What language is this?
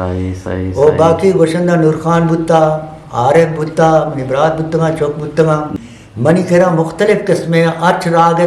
Eastern Balochi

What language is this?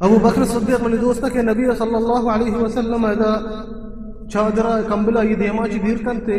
Baluchi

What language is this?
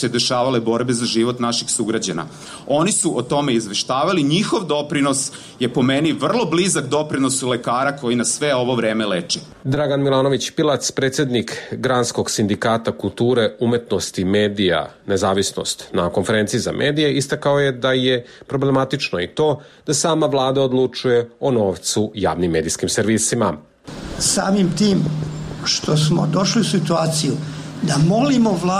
Serbian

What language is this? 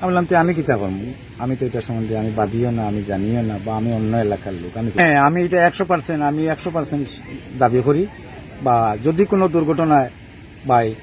Sylheti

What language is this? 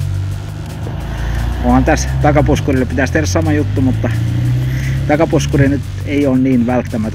Finnish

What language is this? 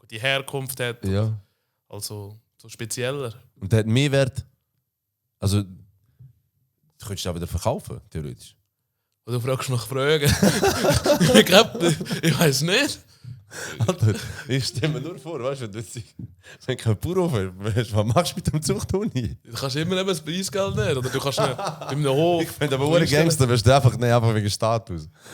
Swiss German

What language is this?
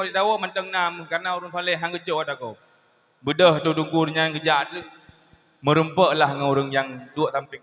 Achinese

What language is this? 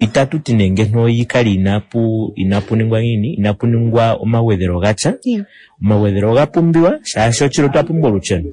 Kuanyama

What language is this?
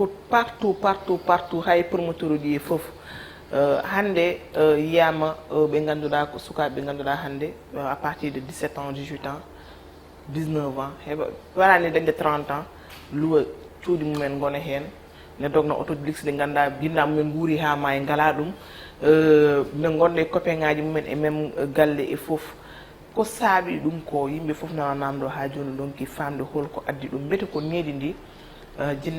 Fula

